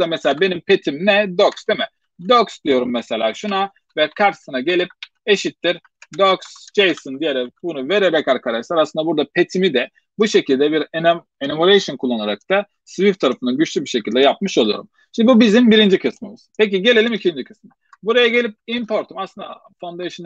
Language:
Turkish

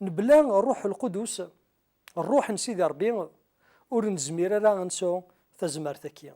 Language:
Kabyle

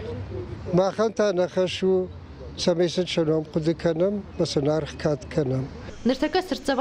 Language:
Ossetic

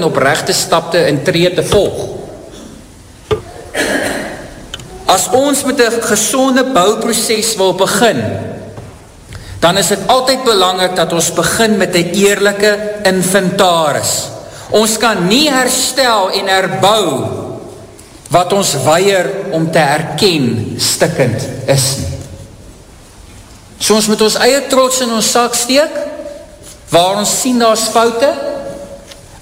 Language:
Afrikaans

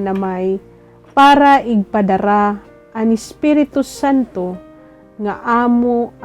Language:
Waray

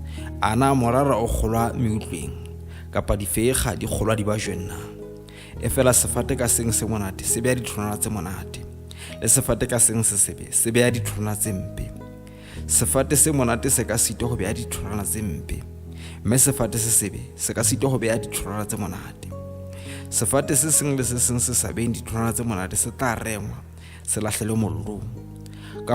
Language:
Southern Sotho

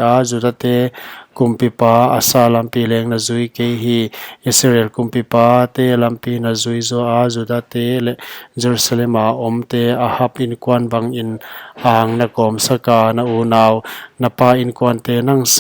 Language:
Paite Chin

